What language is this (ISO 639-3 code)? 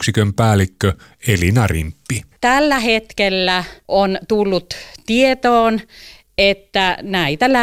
fin